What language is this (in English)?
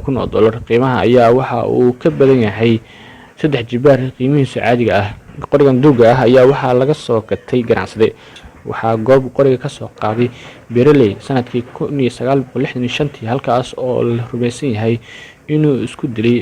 Somali